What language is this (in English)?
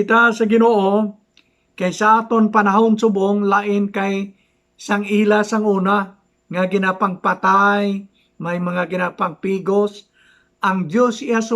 Hiligaynon